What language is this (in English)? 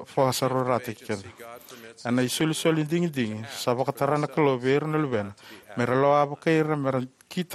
Fijian